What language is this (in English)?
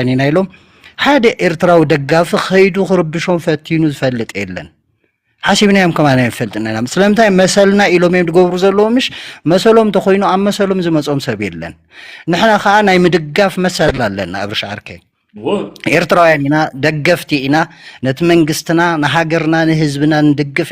Tigrinya